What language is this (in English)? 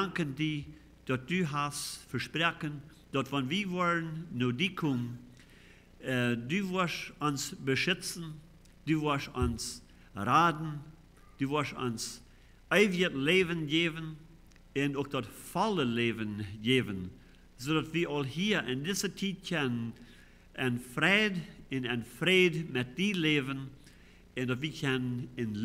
Plautdietsch